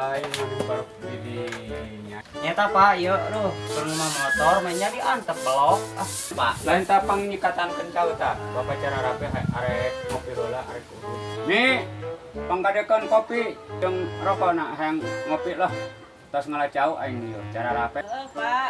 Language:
Sundanese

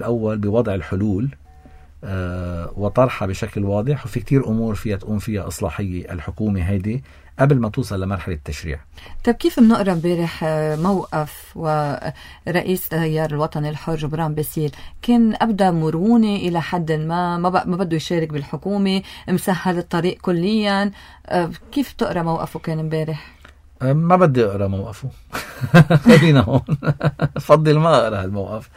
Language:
North Levantine Arabic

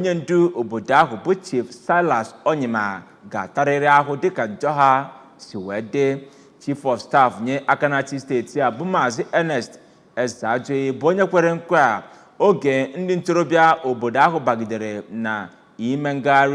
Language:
Igbo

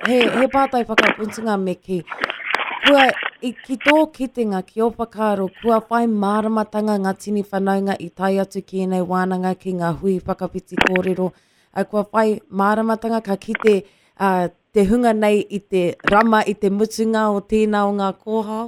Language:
Māori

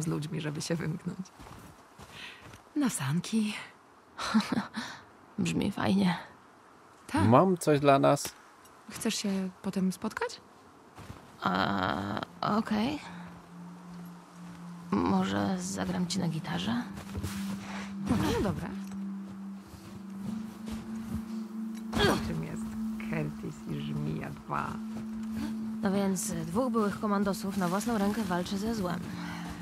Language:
Polish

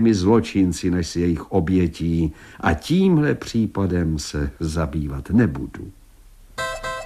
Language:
Czech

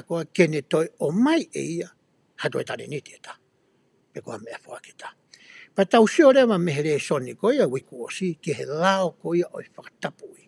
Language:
Tongan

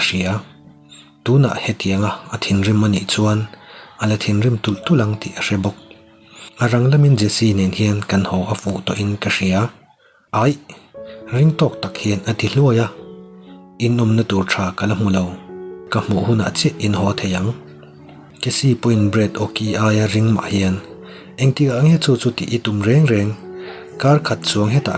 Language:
Mizo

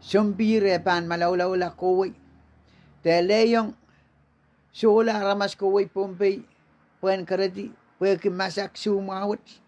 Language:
Pohnpeian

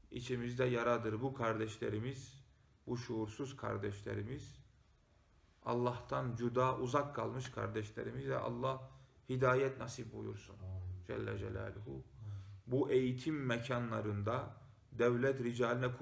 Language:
Turkish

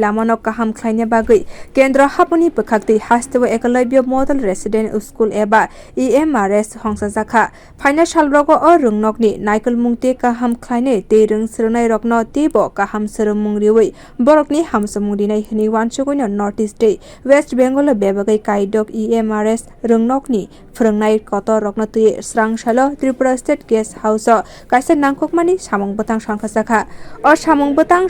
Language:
Kok Borok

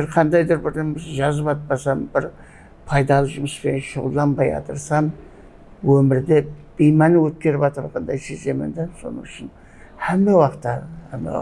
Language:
Kara-Kalpak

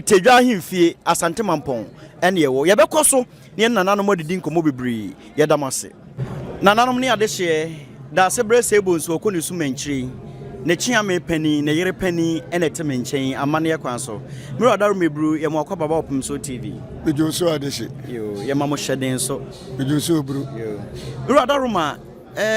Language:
Akan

